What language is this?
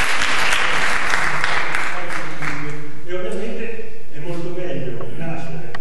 Italian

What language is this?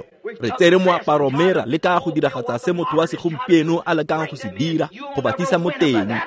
Tswana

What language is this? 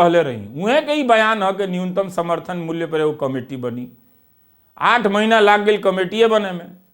Bhojpuri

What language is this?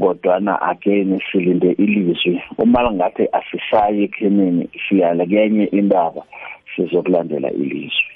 South Ndebele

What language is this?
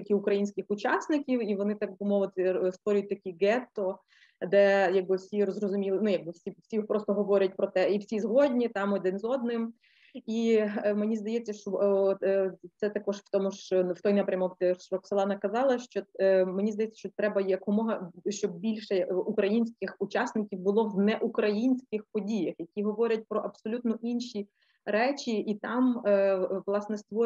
Ukrainian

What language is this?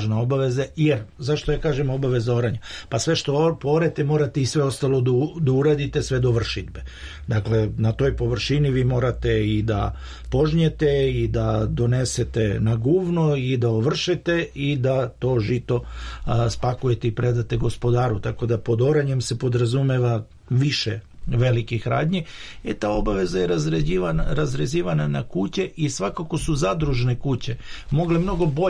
Serbian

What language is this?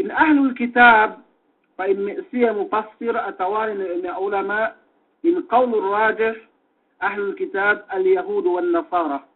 Yakan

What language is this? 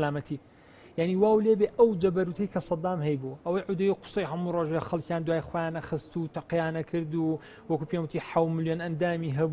Central Kurdish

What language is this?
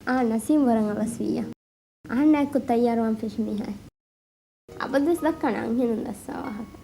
Divehi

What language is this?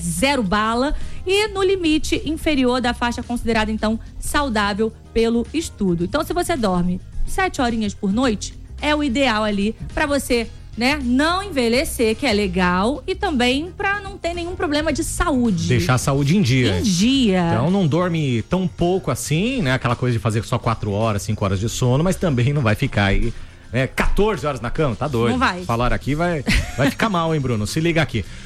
Portuguese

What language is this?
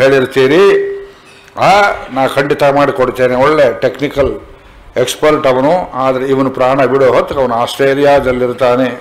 Kannada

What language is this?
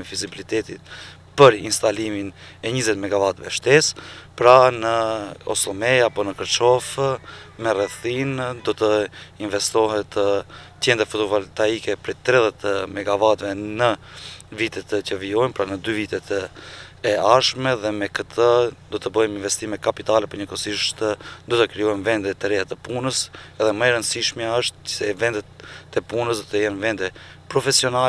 Albanian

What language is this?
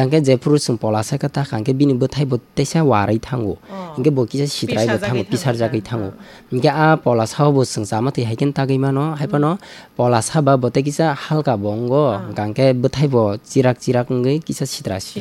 Kok Borok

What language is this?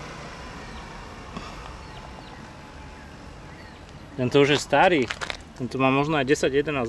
Slovak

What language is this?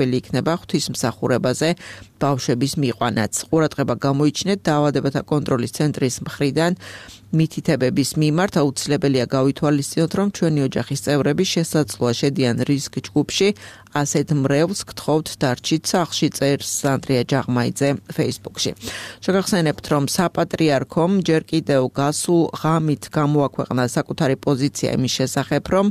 Georgian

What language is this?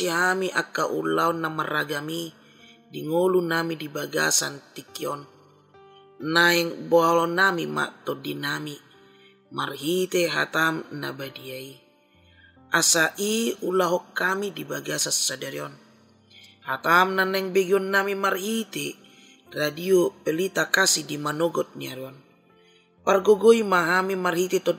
Batak Toba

